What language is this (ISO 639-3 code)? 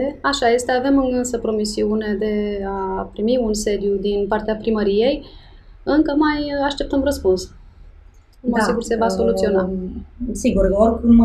ron